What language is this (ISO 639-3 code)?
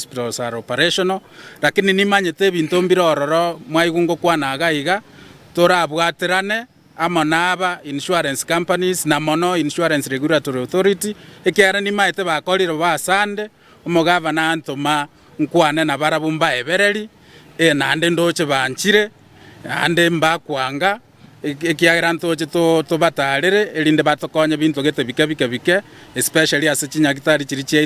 guz